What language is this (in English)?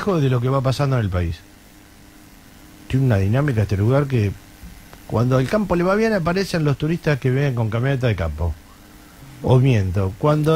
Spanish